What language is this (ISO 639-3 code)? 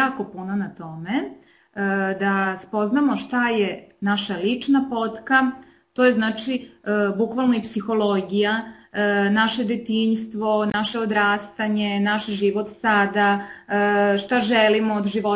srp